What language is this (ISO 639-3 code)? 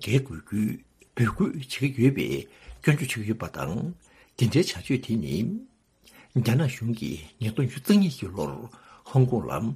bod